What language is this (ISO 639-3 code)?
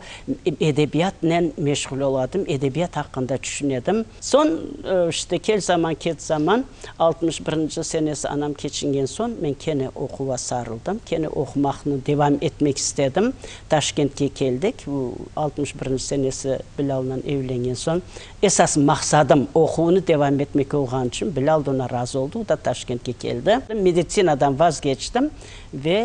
crh